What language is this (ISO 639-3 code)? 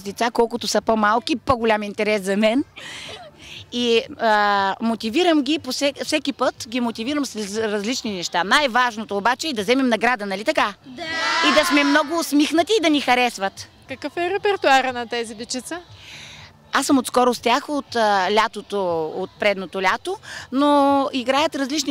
bul